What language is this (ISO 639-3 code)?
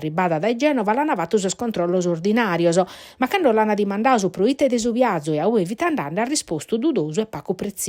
srd